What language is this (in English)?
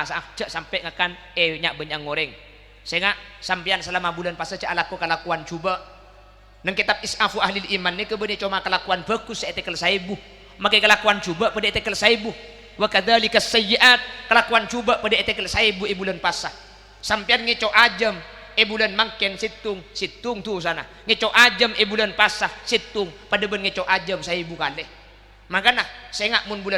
Madurese